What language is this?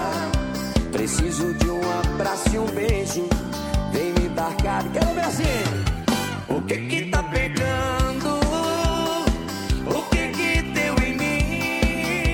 Portuguese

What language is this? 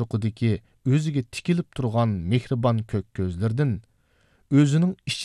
Uyghur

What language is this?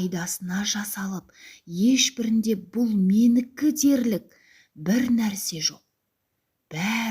Kazakh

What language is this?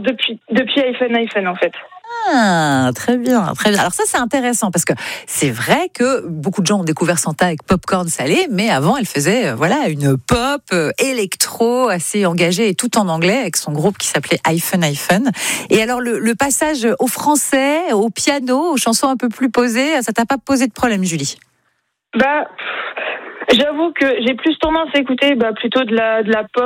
French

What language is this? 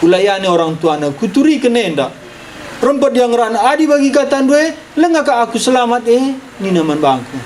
Batak Karo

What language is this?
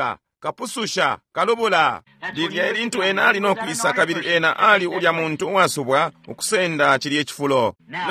Bemba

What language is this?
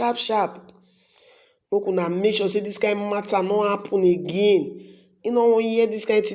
Nigerian Pidgin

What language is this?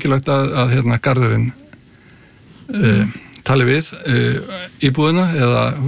Icelandic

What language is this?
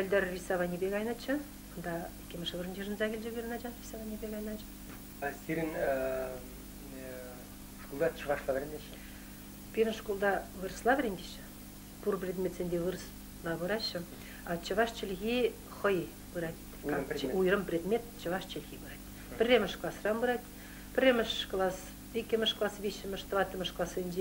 Chuvash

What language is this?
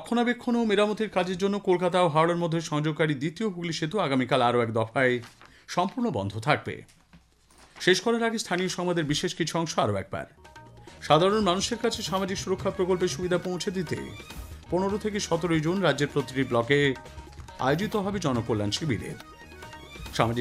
Bangla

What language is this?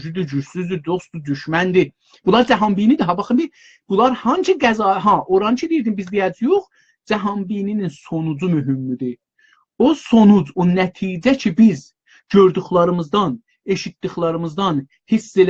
South Azerbaijani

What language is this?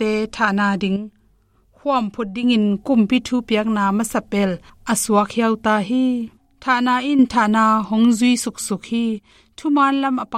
Tedim Chin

